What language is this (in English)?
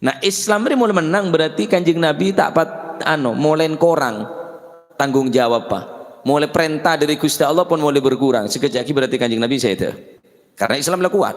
Madurese